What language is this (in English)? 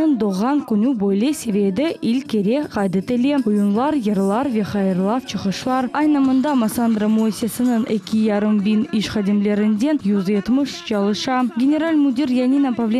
Crimean Tatar